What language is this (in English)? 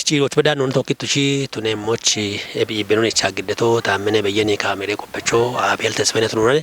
Kafa